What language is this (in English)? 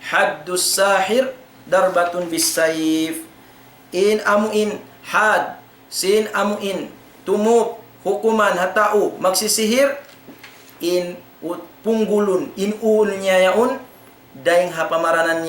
Tausug